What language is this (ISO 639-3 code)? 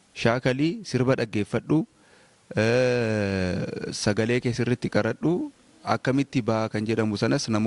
orm